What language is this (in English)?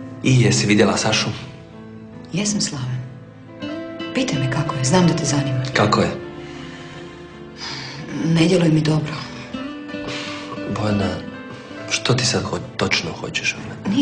Croatian